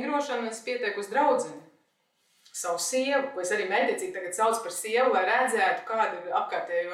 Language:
Latvian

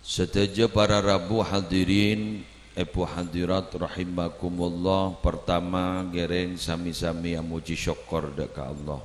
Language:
Madurese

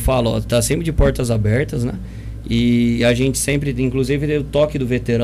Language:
Portuguese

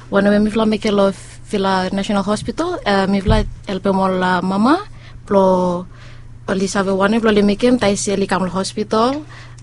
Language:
Bislama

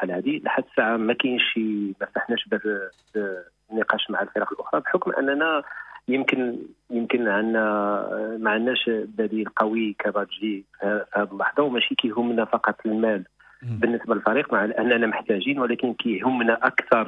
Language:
Moroccan Arabic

